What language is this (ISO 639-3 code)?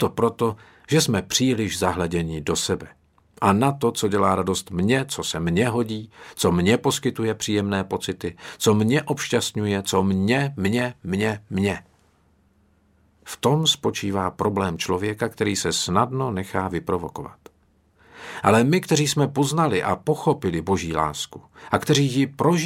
ces